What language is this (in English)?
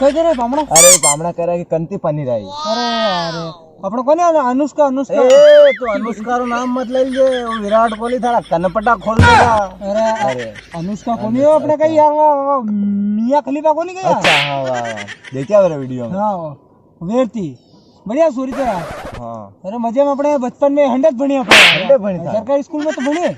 Rajasthani